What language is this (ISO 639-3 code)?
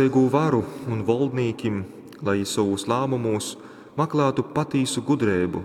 ltg